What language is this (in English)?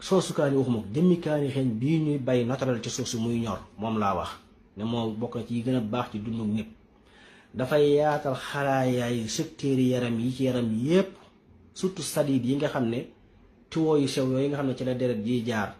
Wolof